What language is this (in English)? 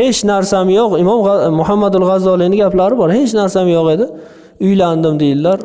Uzbek